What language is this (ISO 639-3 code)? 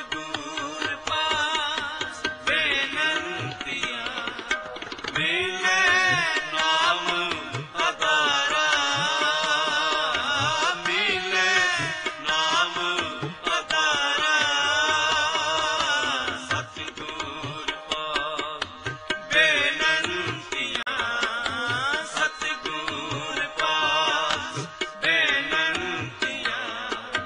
pan